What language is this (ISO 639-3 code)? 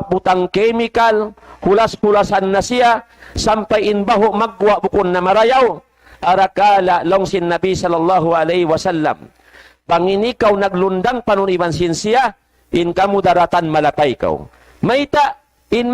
tsg